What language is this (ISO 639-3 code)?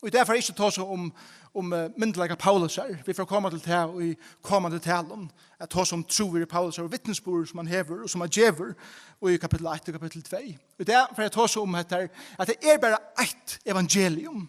fao